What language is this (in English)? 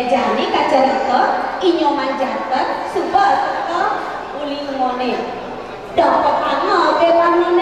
Balinese